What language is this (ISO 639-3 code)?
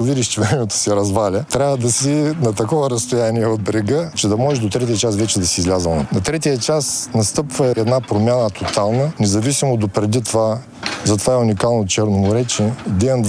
bul